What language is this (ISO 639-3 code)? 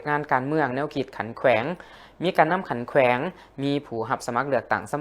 lao